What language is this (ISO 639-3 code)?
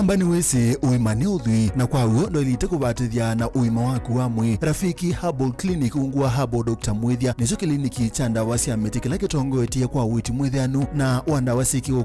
kam